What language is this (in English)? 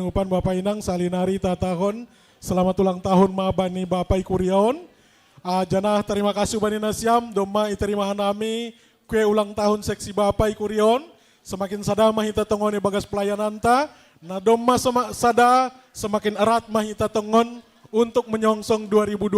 Batak Simalungun